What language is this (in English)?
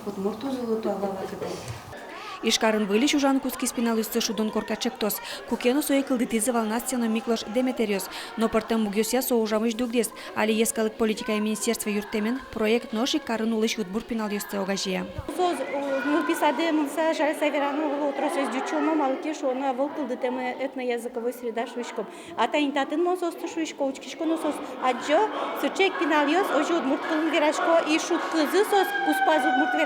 Udmurt